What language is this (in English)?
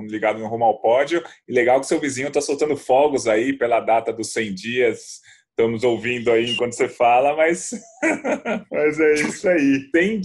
Portuguese